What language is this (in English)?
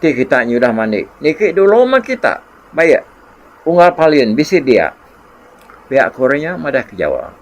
Iban